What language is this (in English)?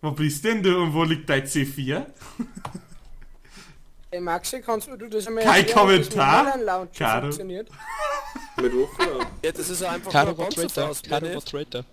Bavarian